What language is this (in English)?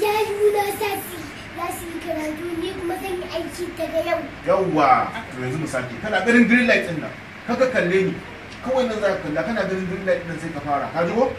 Hausa